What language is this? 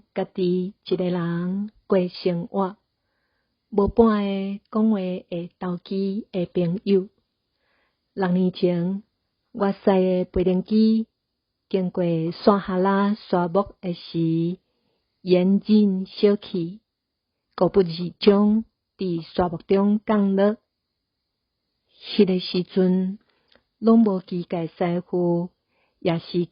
Min Nan Chinese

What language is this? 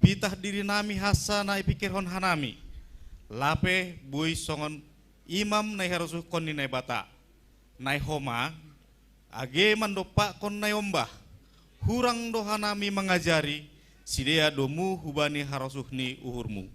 Batak Simalungun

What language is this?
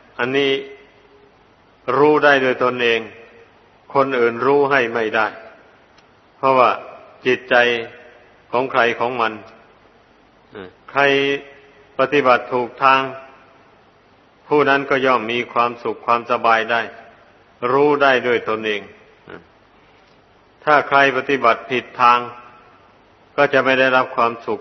Thai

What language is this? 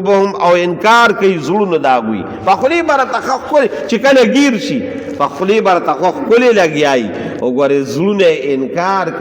Pashto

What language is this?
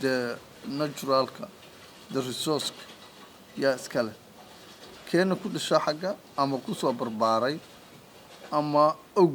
Somali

